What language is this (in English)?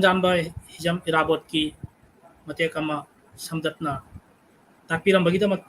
Manipuri